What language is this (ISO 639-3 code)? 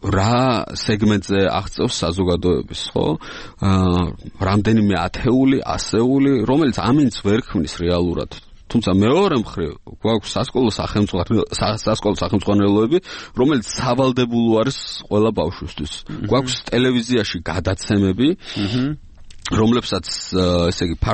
kat